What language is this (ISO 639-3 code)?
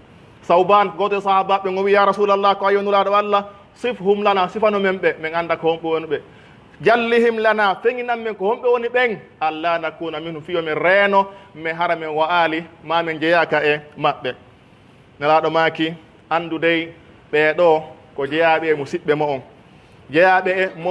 fuf